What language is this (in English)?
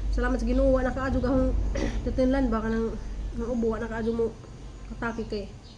Cebuano